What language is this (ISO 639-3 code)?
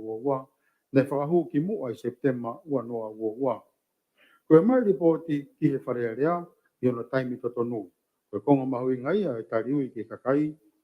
ton